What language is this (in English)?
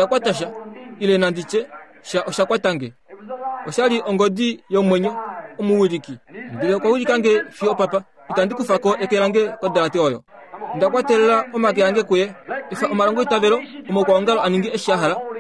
Kuanyama